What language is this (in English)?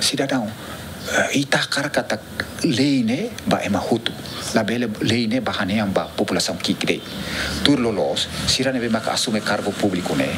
Tetum